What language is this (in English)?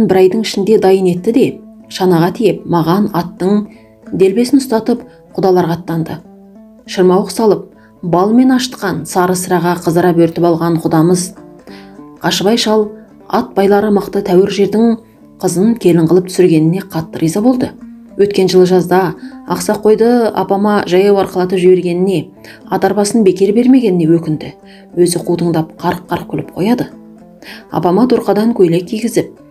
Kazakh